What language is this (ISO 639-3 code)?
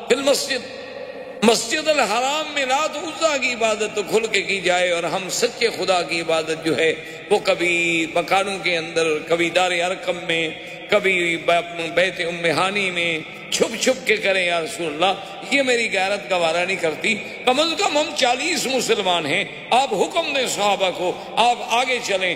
urd